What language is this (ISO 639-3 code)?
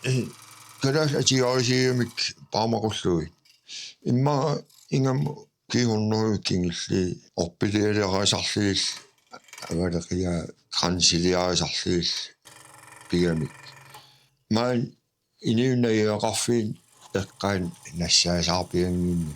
kal